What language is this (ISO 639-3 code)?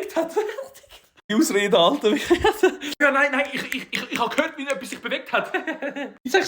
gsw